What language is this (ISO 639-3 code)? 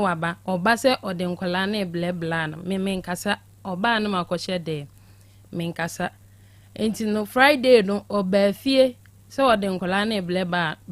aka